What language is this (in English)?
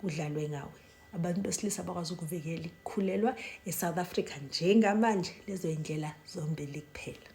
Zulu